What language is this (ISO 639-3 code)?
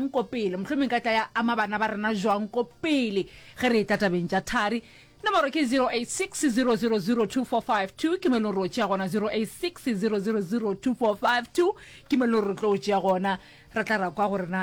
nso